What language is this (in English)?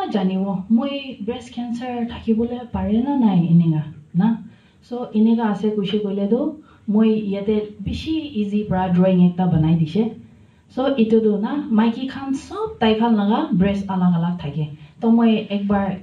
Naga Pidgin